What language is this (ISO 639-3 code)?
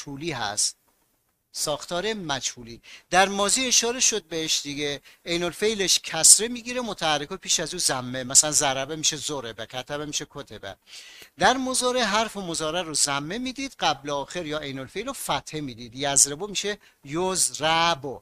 fas